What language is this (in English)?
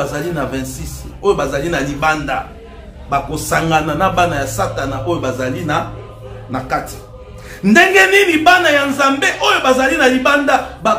Lingala